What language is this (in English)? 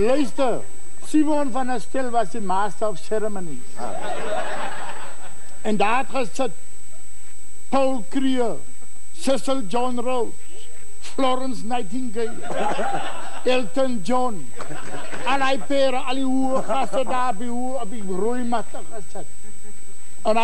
Afrikaans